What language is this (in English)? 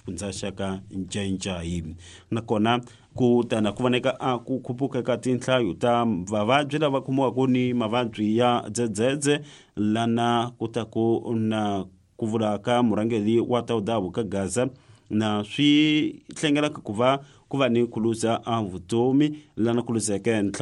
Tsonga